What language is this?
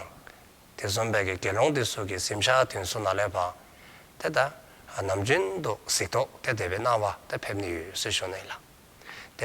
Dzongkha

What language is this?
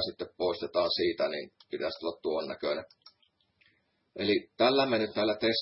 Finnish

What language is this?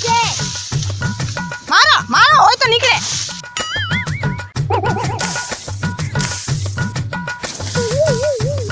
Gujarati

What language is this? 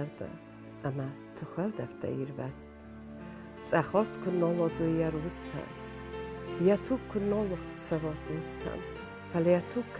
Ossetic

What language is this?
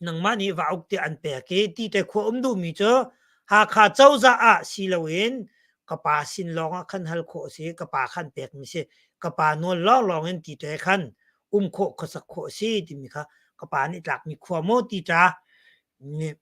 Hakha Chin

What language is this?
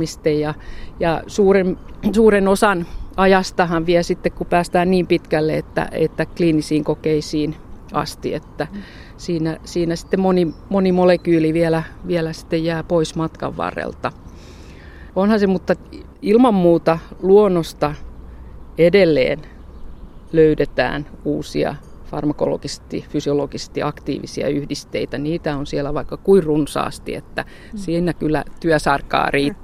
Finnish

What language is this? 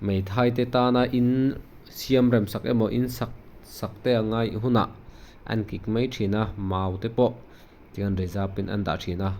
Mizo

